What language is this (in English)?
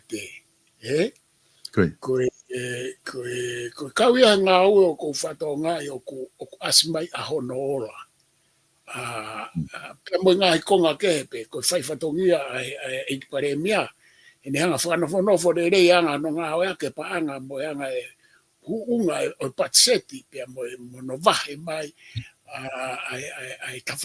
Tongan